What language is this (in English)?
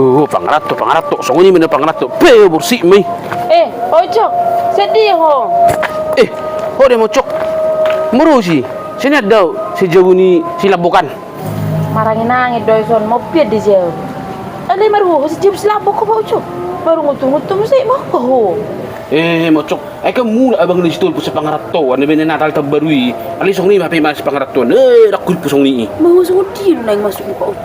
Batak Toba